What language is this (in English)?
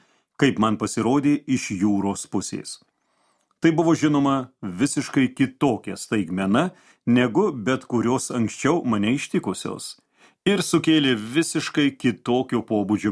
Lithuanian